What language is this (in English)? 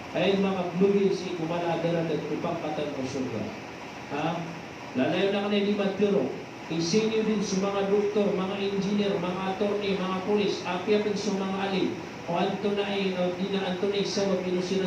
Maranao